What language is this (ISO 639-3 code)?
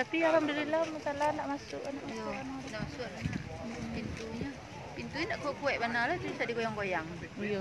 min